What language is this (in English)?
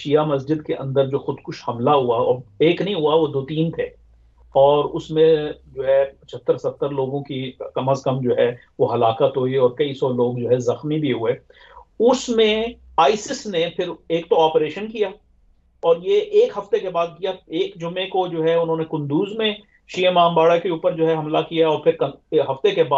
Urdu